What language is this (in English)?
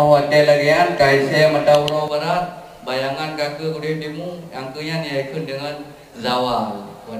Achinese